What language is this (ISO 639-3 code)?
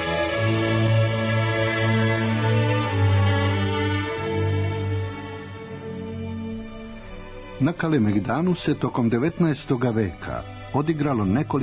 srp